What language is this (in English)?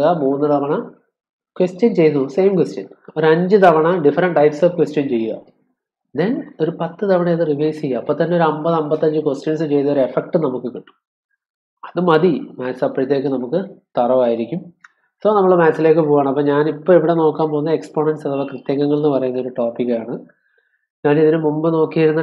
Malayalam